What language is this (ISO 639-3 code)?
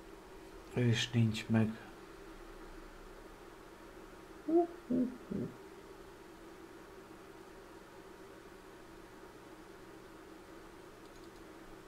hun